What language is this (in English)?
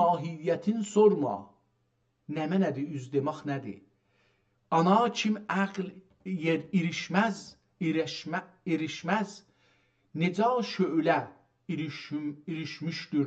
South Azerbaijani